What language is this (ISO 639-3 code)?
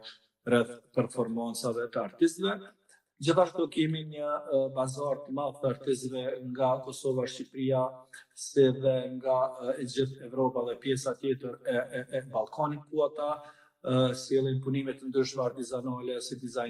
sqi